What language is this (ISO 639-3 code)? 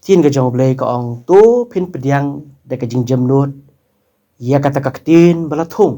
kha